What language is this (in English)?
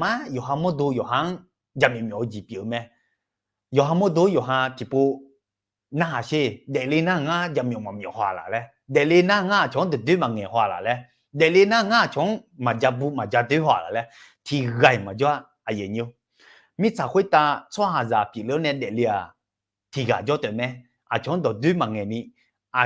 Akha